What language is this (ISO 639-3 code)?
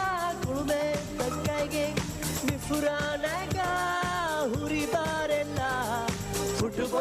div